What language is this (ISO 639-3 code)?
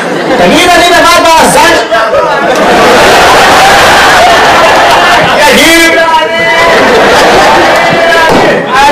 heb